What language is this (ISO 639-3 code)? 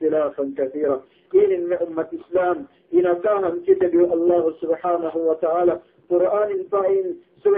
yka